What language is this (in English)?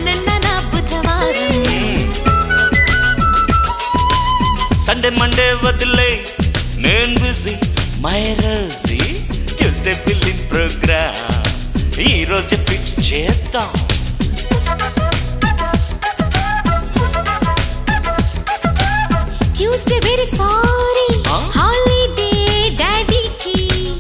Telugu